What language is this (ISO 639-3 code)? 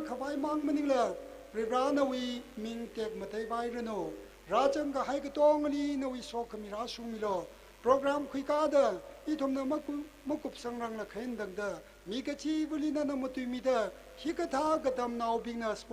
nmf